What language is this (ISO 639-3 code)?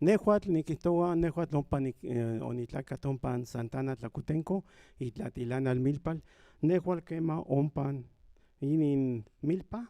nhn